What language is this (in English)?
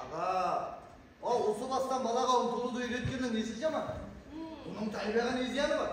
Kara-Kalpak